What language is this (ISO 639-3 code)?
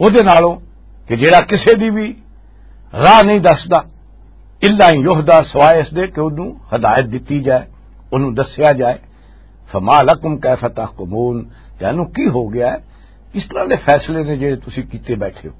lah